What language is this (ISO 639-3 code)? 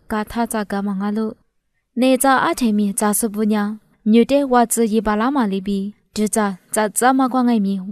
lis